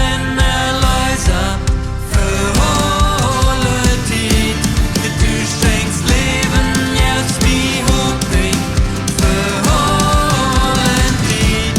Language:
Plautdietsch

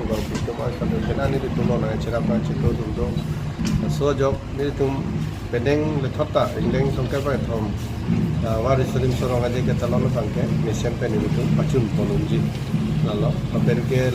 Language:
Karbi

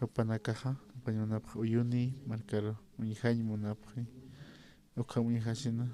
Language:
Aymara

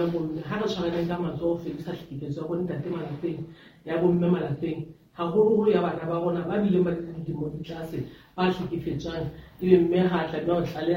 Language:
Southern Sotho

